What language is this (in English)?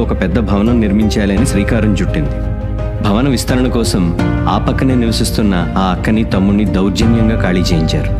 Telugu